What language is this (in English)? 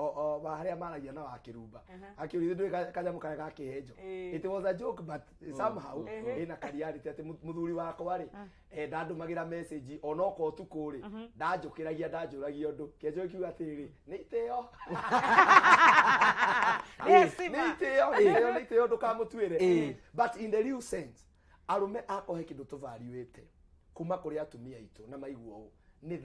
Kikuyu